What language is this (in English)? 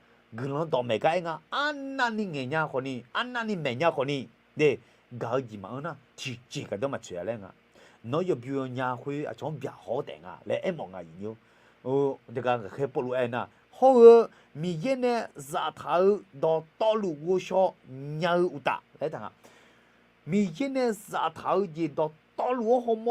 Akha